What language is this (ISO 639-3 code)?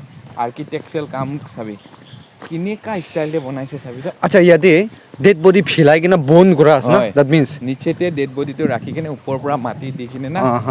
nag